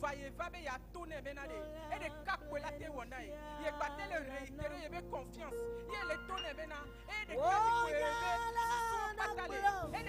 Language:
Ewe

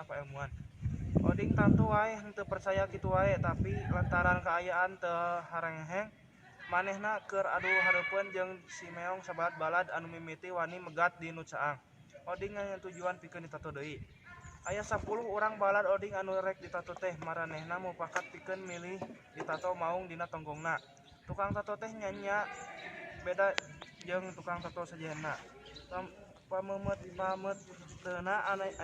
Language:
Sundanese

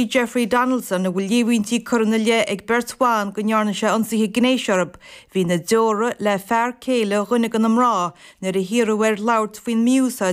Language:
Irish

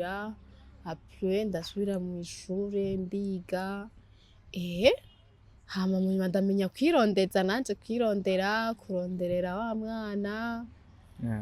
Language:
Rundi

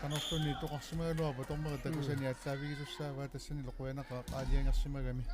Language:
Kalaallisut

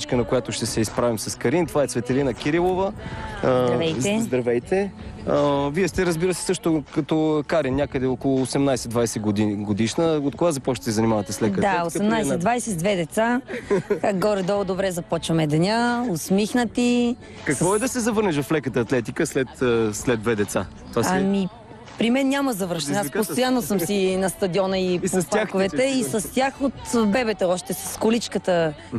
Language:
Bulgarian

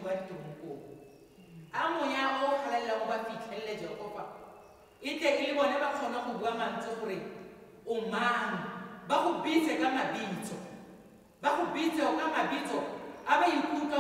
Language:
Tswana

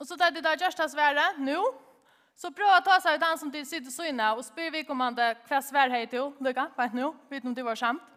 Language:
Faroese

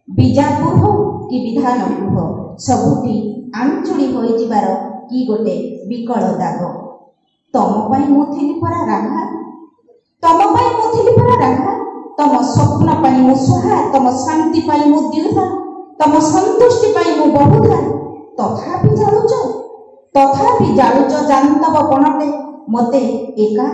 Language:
Odia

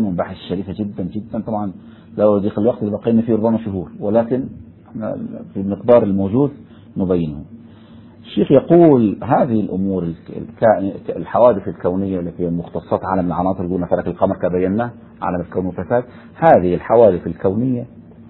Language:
Arabic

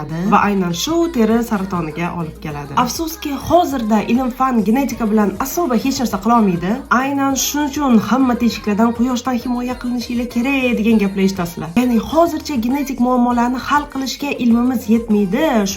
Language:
Uzbek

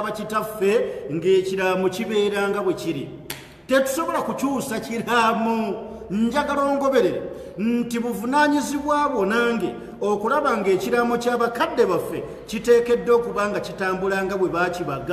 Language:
Ganda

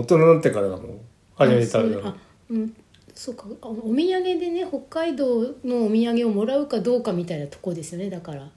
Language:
Japanese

